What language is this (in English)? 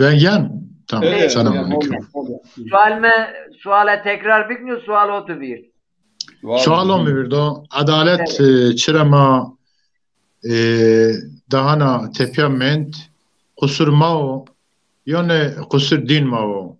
Zaza